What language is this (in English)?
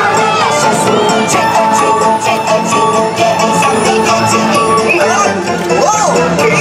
English